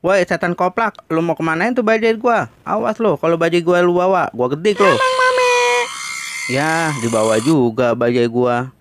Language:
Betawi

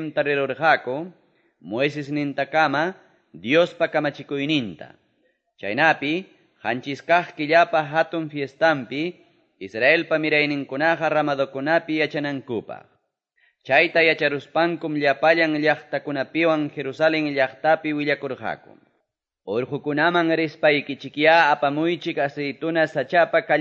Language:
Quechua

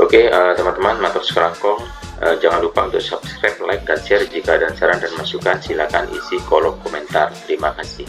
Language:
Madurese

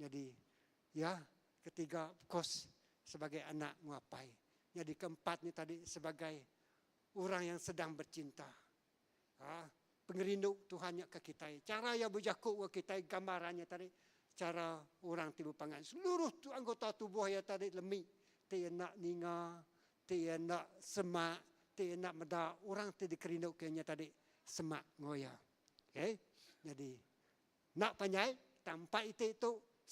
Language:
Iban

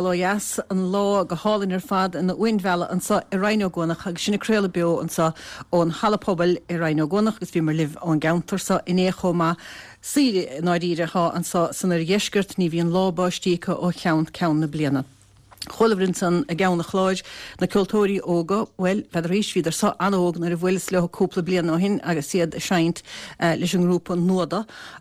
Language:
Irish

